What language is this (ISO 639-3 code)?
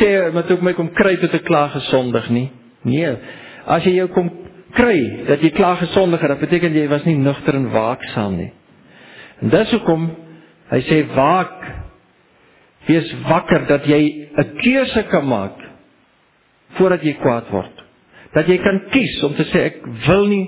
afr